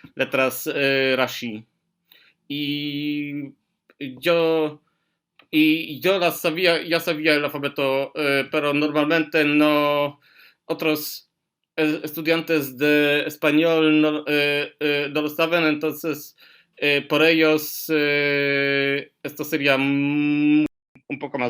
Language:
Ladino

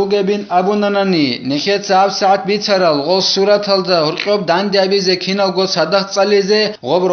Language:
Avaric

